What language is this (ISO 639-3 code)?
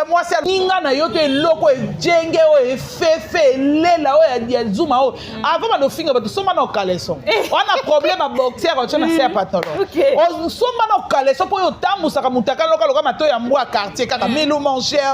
lin